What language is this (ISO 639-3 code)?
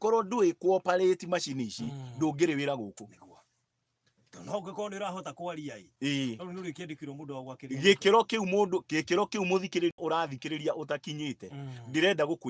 kik